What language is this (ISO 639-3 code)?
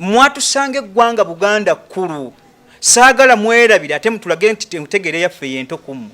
lug